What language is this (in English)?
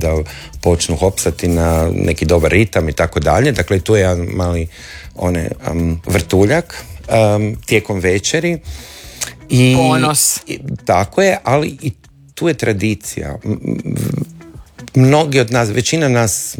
Croatian